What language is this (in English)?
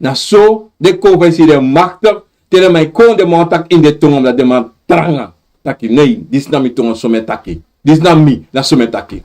Sranan Tongo